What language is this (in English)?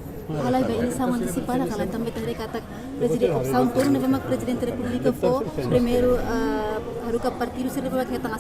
Tetum